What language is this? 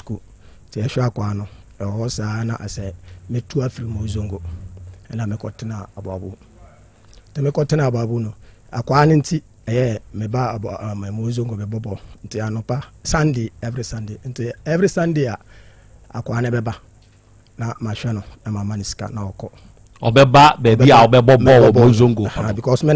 Akan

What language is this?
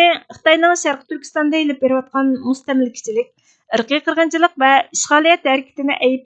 Uyghur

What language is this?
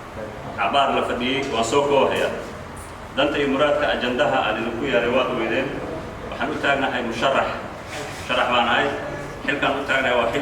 Somali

